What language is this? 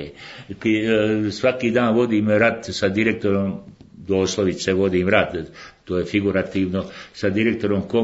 Bosnian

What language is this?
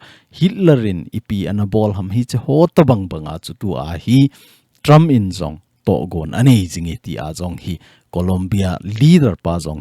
Thado Chin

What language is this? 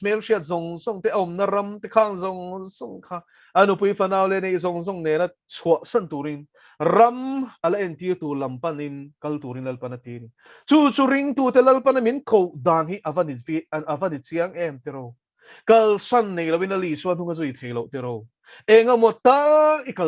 Mizo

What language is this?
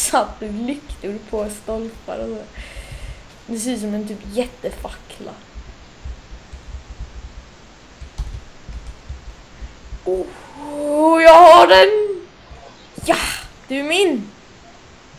Swedish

